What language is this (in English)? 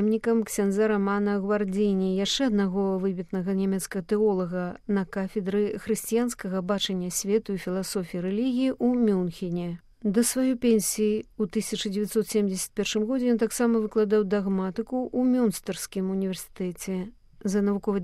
Belarusian